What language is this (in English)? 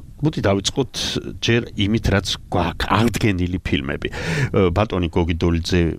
Georgian